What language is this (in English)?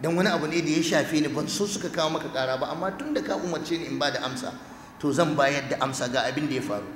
Hausa